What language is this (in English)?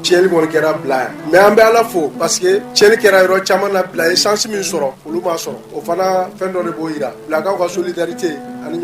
Bambara